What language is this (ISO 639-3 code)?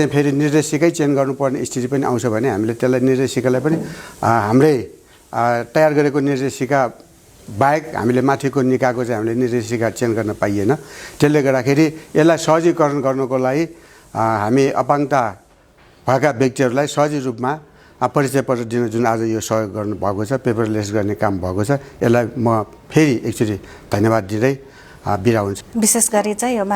nep